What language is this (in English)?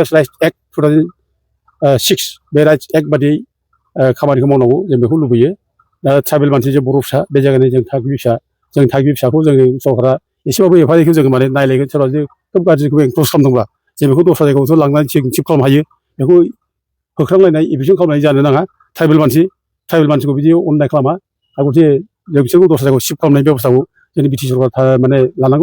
Bodo